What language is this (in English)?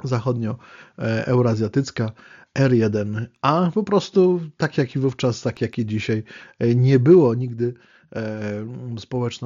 Polish